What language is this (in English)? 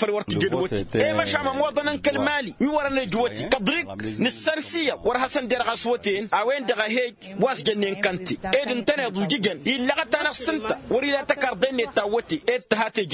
Tamasheq